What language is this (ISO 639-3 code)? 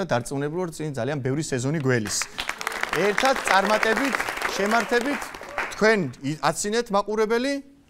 kat